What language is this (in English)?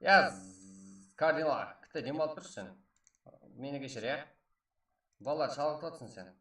Kara-Kalpak